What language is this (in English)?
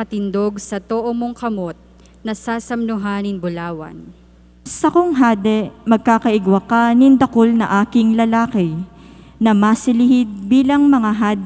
Bikol